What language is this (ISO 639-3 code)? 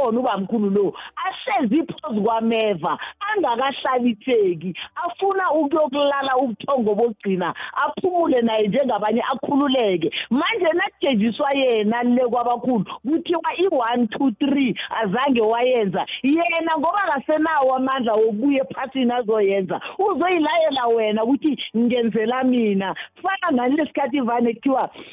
nbl